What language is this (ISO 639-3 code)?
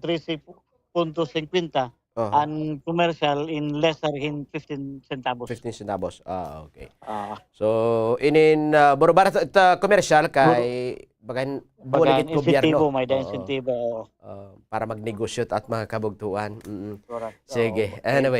war